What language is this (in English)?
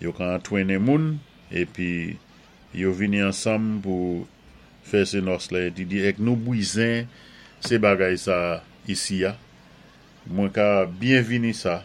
Saint Lucian Creole French